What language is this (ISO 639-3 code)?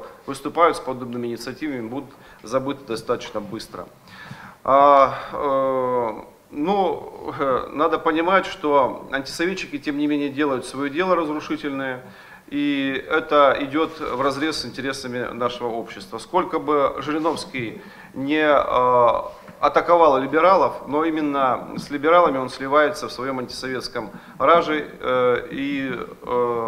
rus